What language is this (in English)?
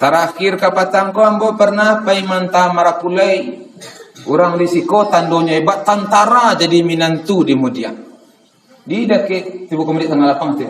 Minangkabau